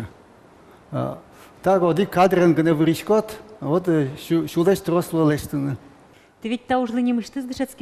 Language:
Udmurt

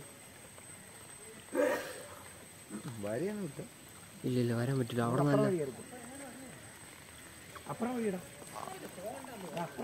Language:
Malayalam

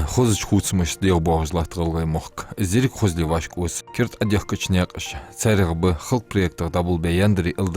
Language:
Ingush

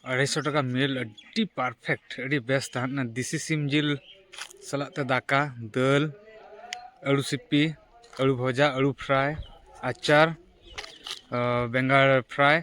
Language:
Santali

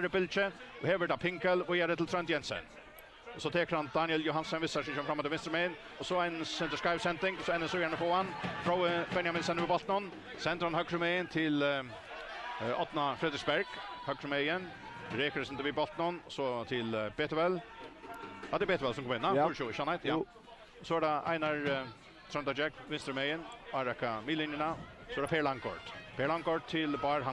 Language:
Faroese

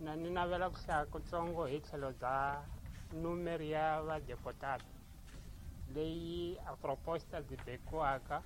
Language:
Tsonga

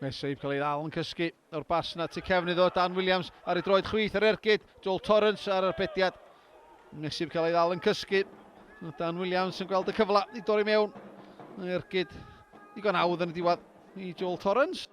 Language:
Welsh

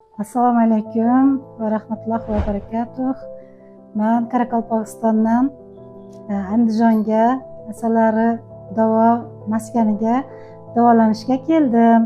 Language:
Uzbek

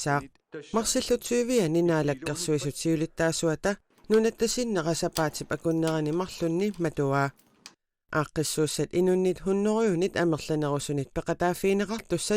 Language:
Kalaallisut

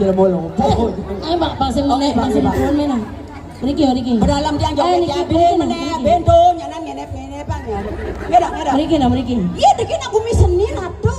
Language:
Balinese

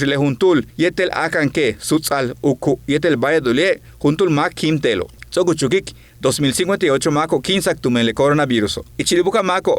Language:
Yucateco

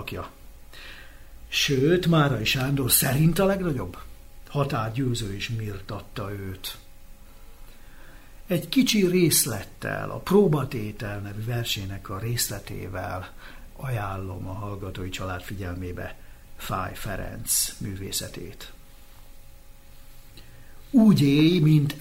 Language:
Hungarian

